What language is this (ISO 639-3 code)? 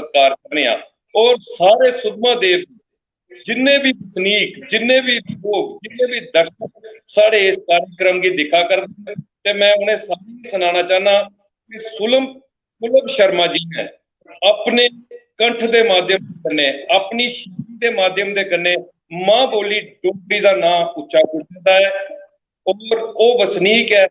doi